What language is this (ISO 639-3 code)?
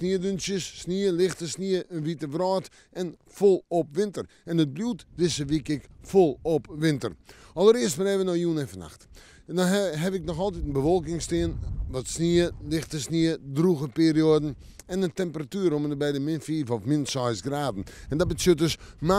fry